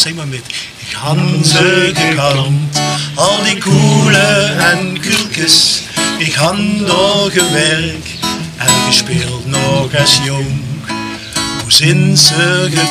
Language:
Limburgish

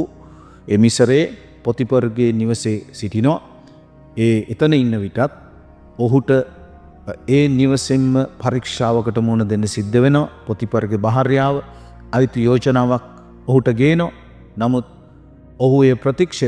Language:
Sinhala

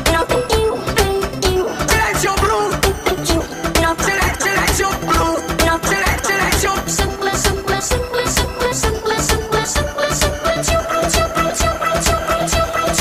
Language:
Italian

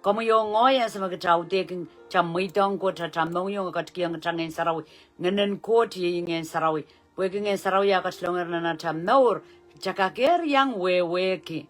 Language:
Pohnpeian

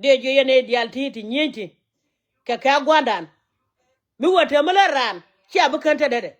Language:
Nuer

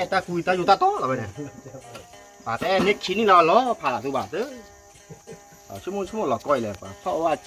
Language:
S'gaw Karen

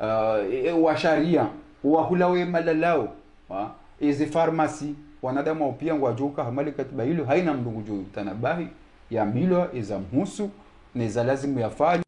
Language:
Ngazidja Comorian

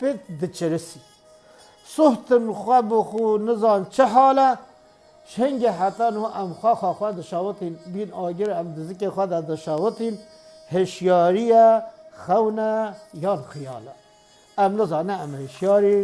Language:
Kurdish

